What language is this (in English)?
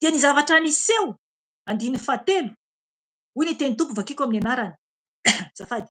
Malagasy